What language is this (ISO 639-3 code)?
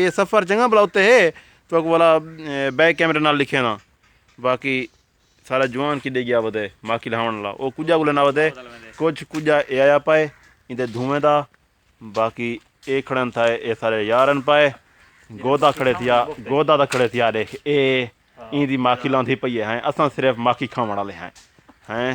skr